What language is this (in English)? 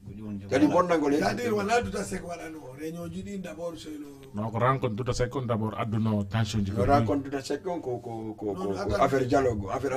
Fula